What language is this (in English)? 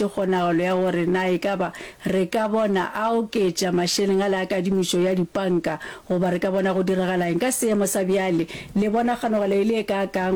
Northern Sotho